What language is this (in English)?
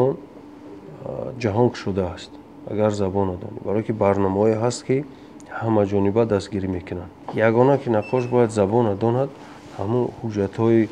Tajik